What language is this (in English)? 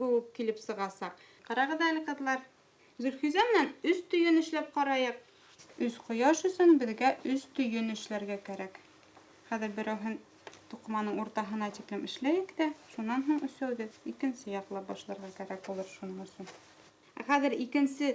Bashkir